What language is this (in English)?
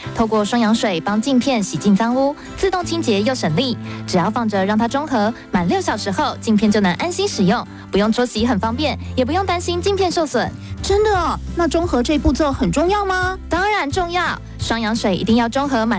Chinese